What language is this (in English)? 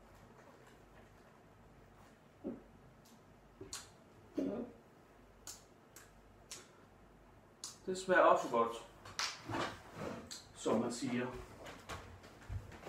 Danish